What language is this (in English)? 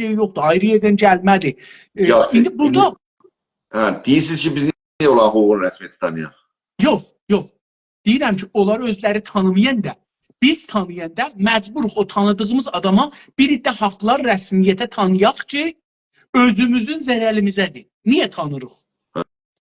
South Azerbaijani